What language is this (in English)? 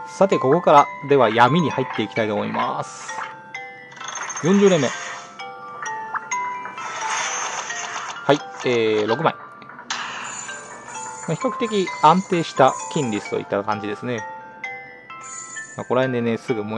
Japanese